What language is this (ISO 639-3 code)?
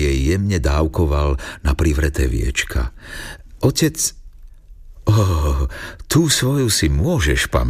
slk